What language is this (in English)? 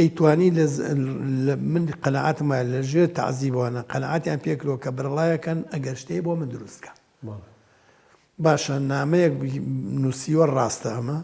Central Kurdish